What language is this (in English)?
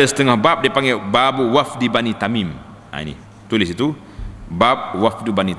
Malay